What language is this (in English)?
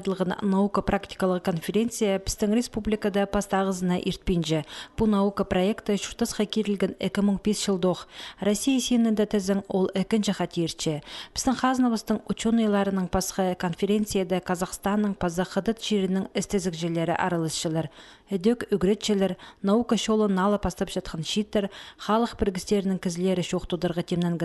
Khakas